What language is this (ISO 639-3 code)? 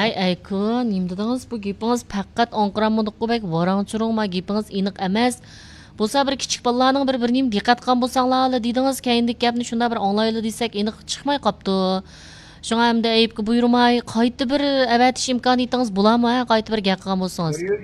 uig